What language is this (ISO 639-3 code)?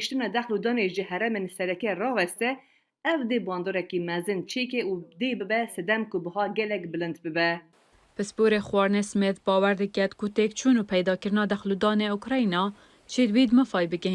kur